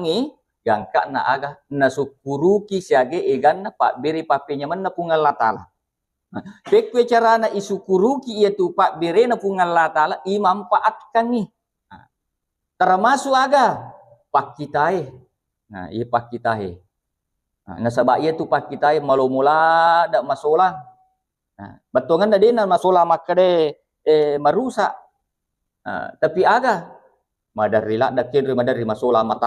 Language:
Buginese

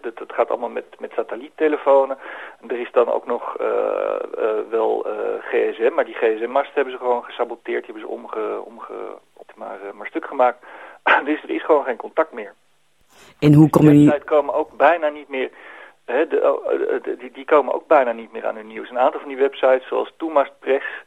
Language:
Dutch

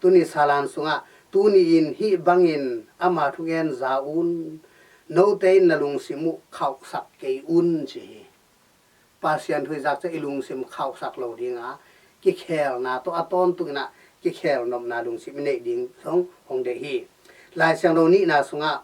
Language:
Tedim Chin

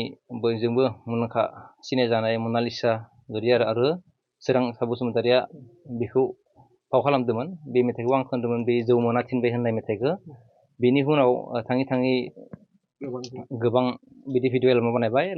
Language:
Bodo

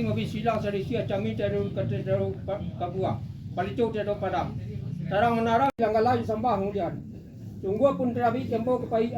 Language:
Minangkabau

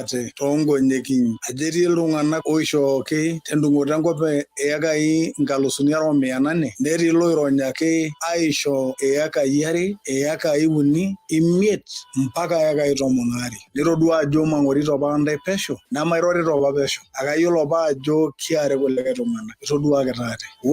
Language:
Masai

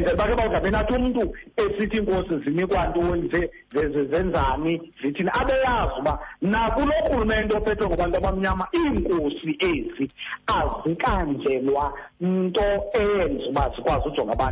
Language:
Xhosa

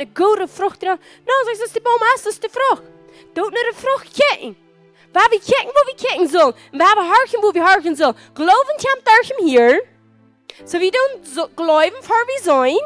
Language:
Plautdietsch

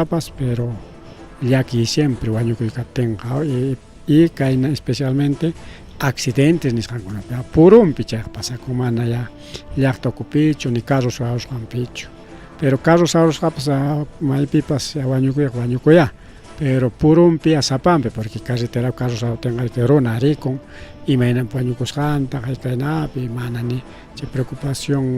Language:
Ayacucho Quechua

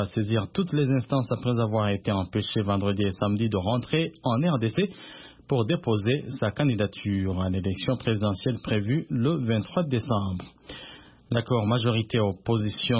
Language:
French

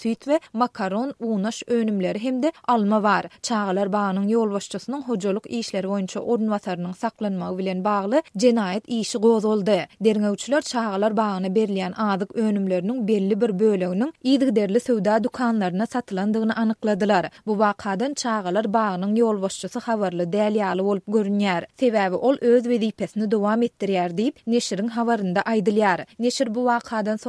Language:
Turkmen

